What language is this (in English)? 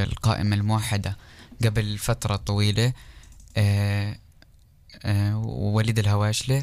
North Levantine Arabic